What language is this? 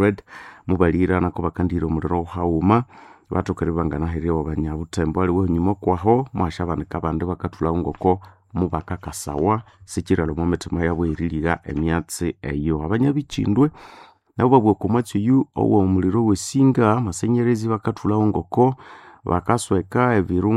Nande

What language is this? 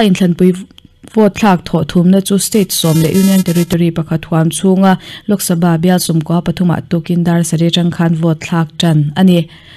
Mizo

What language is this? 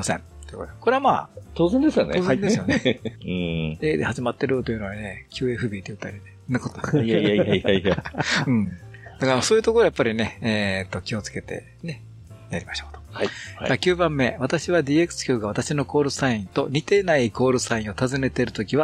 Japanese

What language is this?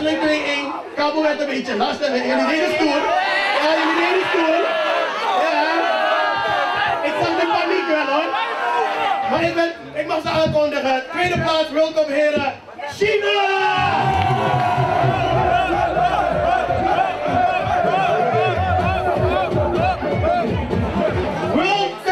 Dutch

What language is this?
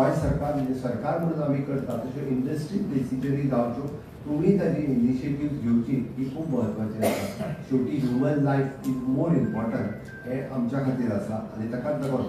Konkani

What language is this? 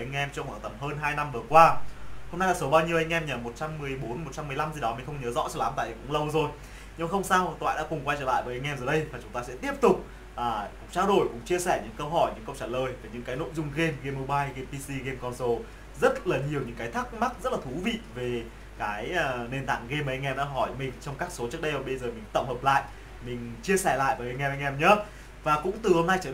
Vietnamese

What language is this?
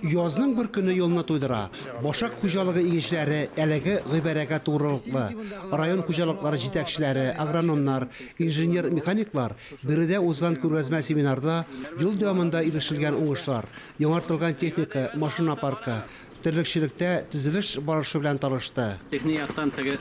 Tatar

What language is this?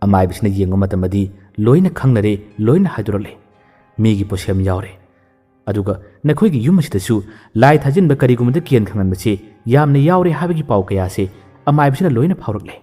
Manipuri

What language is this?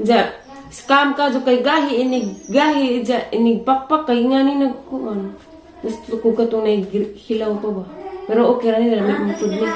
Cebuano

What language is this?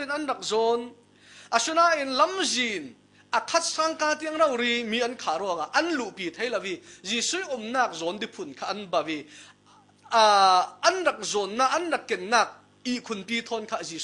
Falam Chin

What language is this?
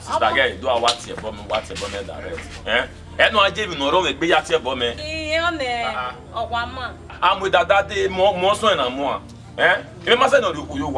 Bini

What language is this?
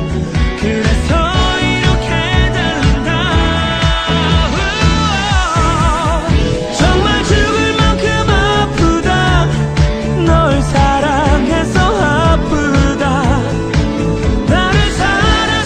Korean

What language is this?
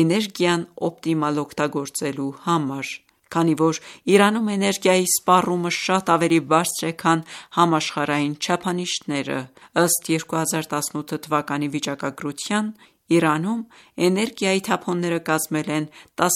Armenian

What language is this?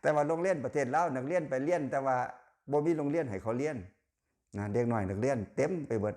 Lao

